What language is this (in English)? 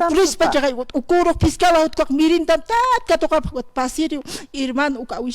Aymara